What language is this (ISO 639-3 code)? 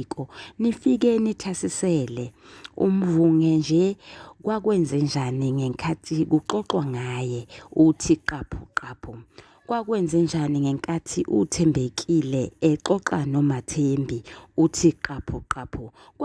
zul